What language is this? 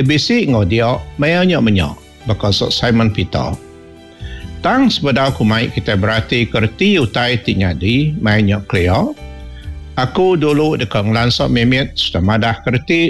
Iban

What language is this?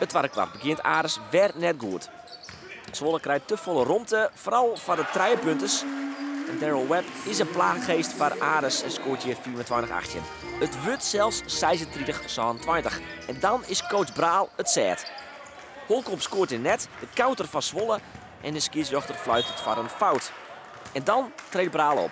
Western Frisian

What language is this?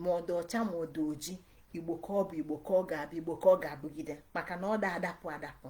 Igbo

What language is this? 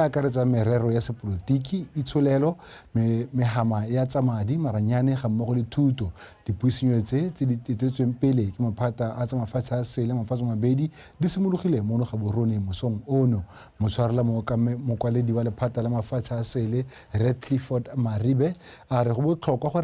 Tswana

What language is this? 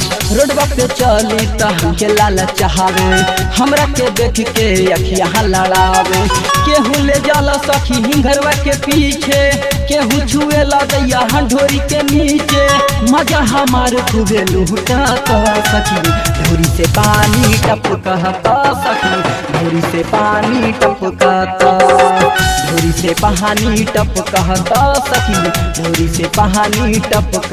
Bhojpuri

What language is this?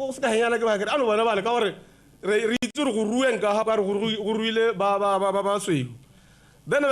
Tswana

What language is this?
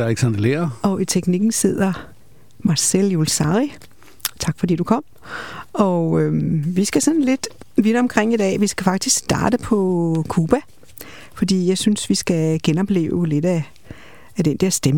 Danish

